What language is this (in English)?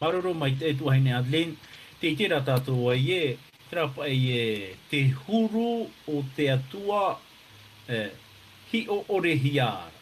Tahitian